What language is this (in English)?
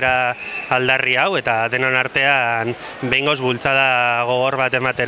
Basque